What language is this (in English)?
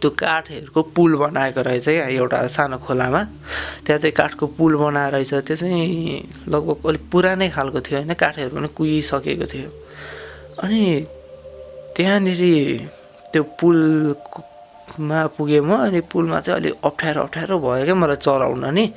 Nepali